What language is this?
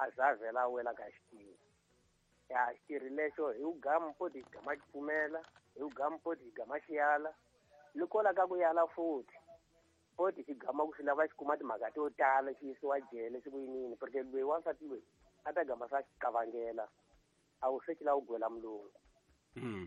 Tsonga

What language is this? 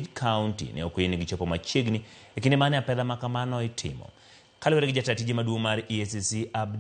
Luo (Kenya and Tanzania)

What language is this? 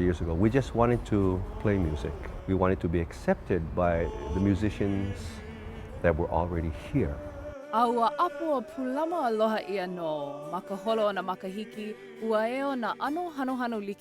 Hawaiian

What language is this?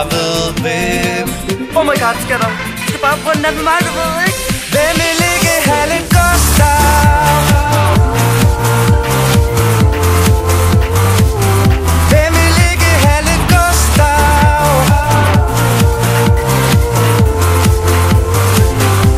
Danish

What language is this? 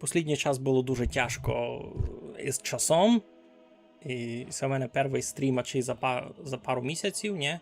Rusyn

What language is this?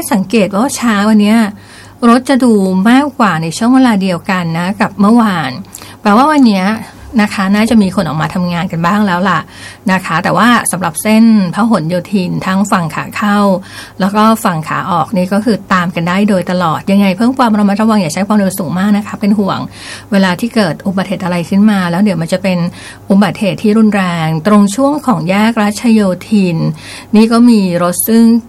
Thai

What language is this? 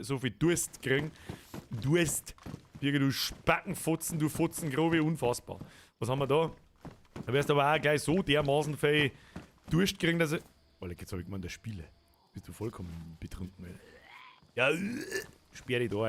Bavarian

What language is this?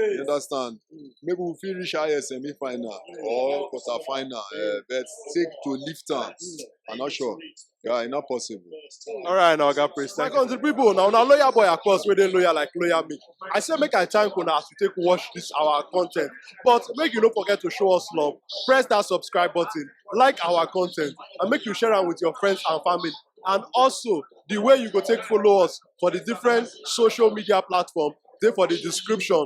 Nigerian Pidgin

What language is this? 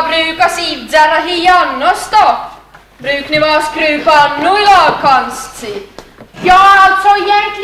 Swedish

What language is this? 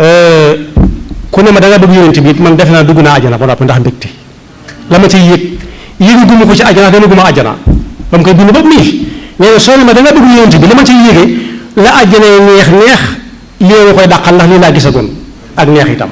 Wolof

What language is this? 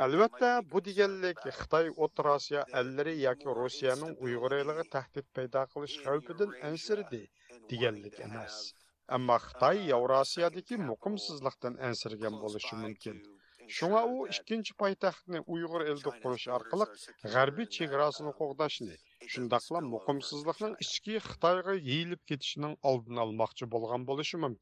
Uyghur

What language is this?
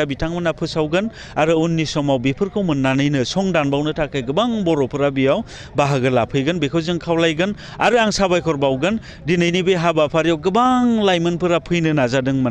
Bodo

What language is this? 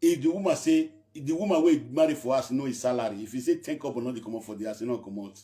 Nigerian Pidgin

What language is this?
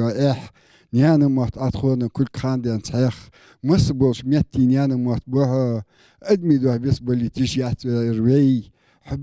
Ingush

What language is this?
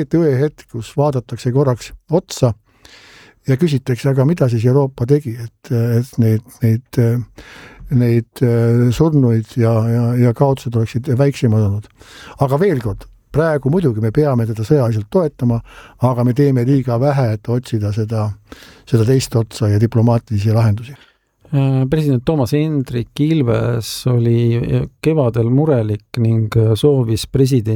Estonian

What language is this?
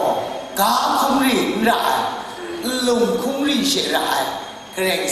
Kachin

